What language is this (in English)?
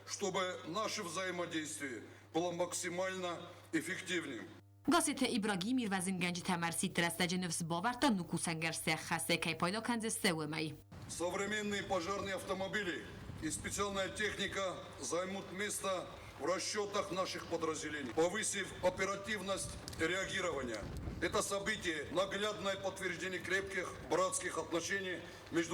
Ossetic